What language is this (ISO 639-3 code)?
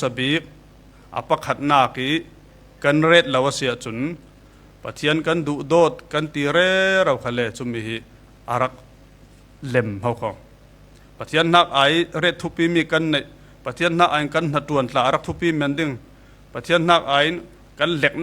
cfm